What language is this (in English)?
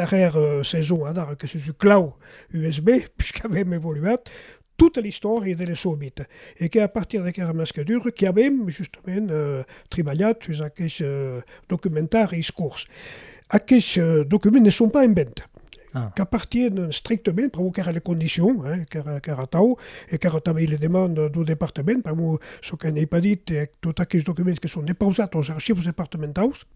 Occitan